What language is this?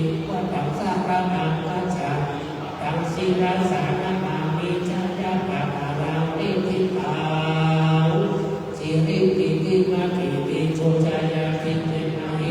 Pali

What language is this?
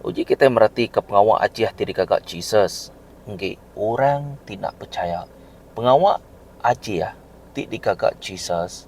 Iban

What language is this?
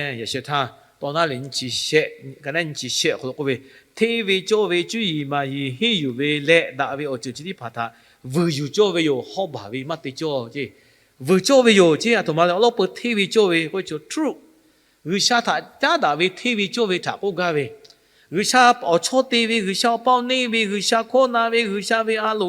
Lahu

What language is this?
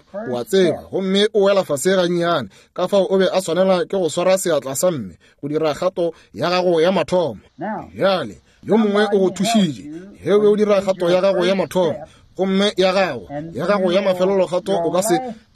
Northern Sotho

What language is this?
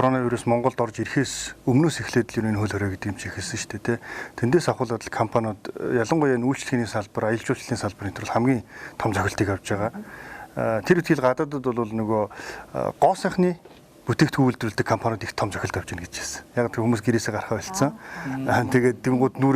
Mongolian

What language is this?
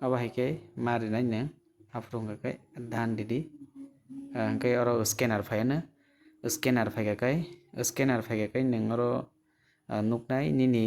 Kok Borok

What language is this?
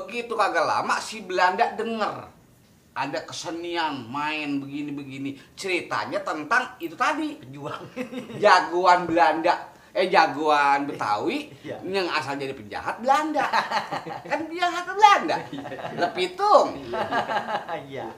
Betawi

